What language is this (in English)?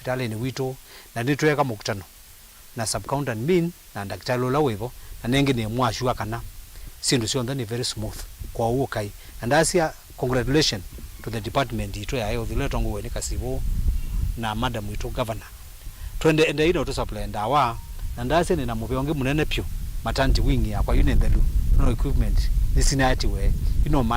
Kamba